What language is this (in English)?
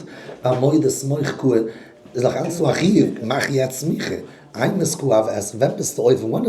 Yiddish